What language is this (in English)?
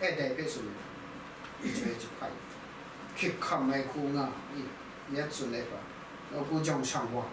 Kachin